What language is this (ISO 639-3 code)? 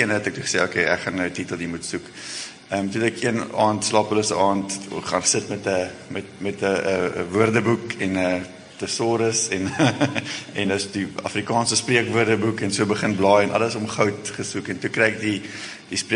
afr